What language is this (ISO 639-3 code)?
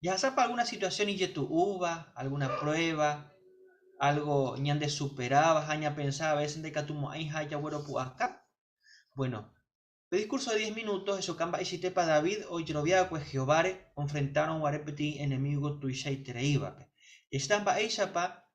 grn